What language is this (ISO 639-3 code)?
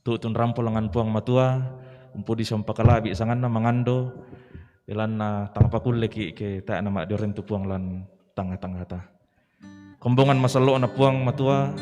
sda